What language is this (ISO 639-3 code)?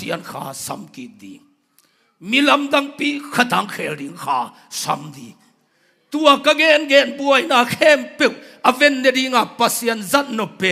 ctd